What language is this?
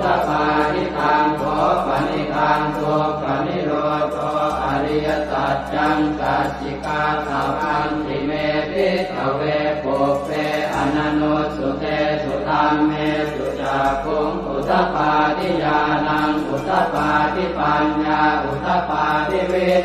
Pali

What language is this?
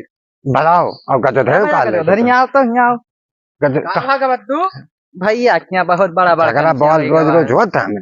Awadhi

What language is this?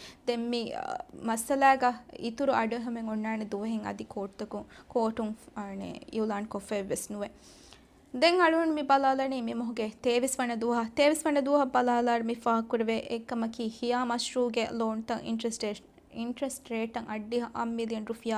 Divehi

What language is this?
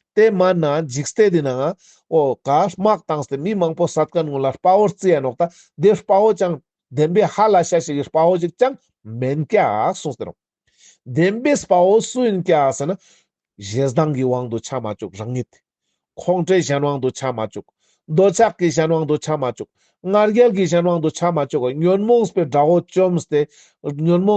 Ladakhi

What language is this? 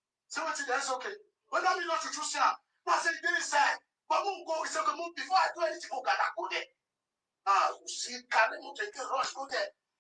Nigerian Pidgin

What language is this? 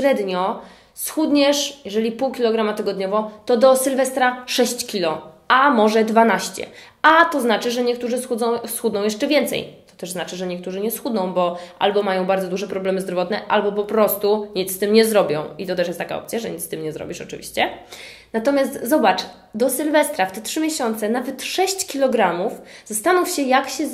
Polish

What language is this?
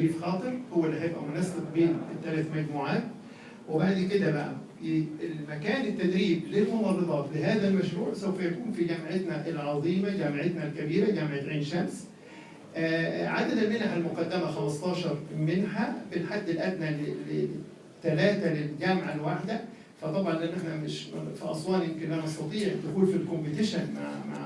Egyptian Arabic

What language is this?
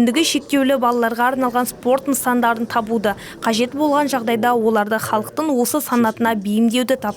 Kazakh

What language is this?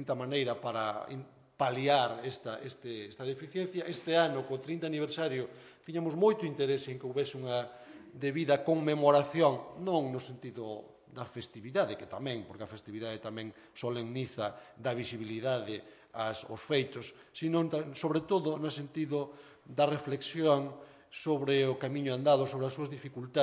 Galician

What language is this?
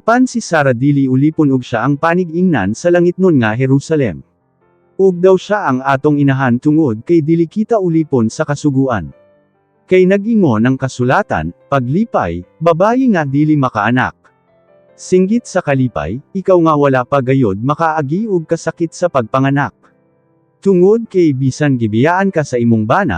Cebuano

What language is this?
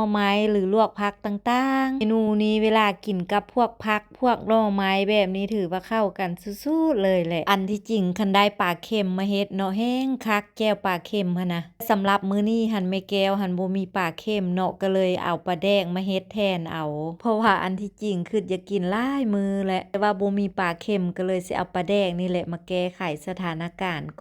Lao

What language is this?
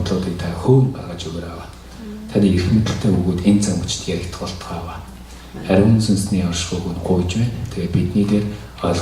Mongolian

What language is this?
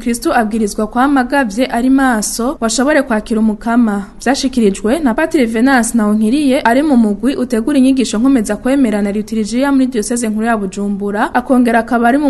Rundi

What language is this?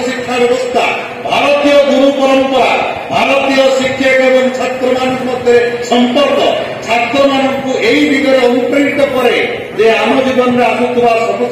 Odia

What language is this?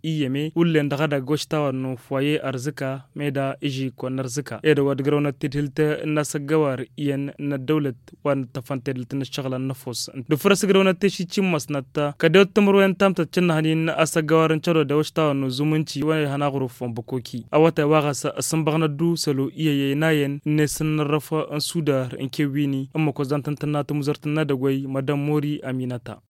Tamasheq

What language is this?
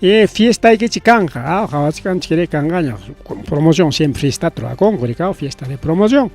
Ayacucho Quechua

